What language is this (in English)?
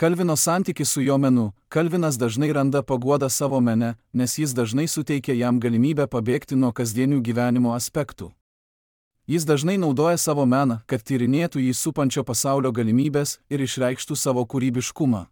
Lithuanian